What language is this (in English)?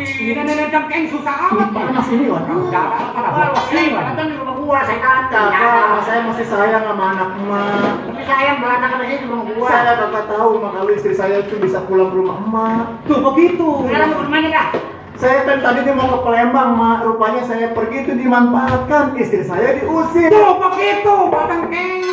Betawi